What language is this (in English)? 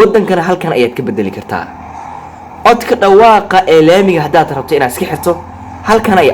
Somali